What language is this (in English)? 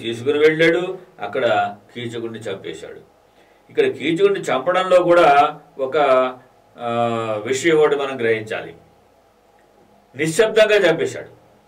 Telugu